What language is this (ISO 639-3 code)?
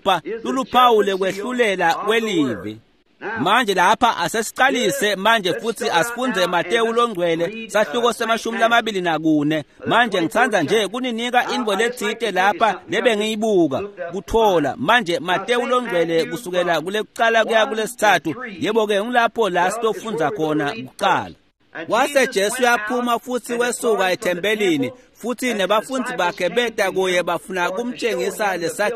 ssw